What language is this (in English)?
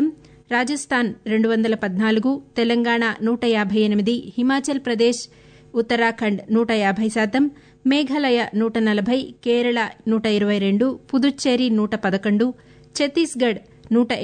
Telugu